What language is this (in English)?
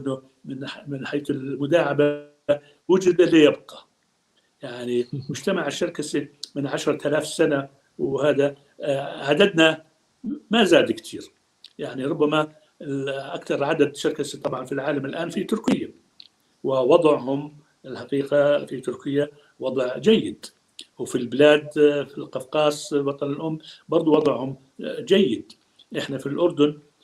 North Levantine Arabic